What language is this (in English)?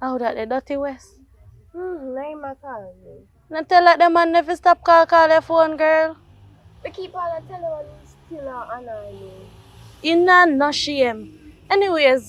Jamaican Creole English